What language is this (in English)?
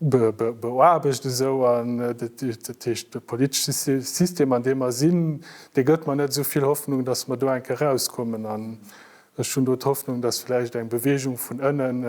Luxembourgish